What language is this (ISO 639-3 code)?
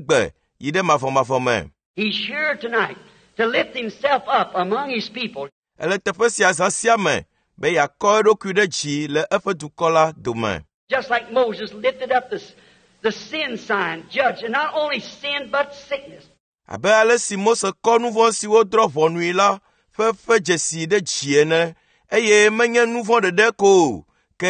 ewe